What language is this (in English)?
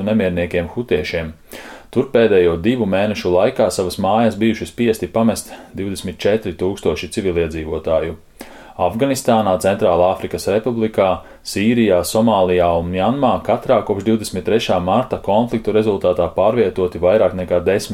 Latvian